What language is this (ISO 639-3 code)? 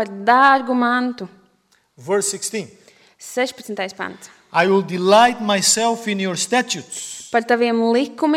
lav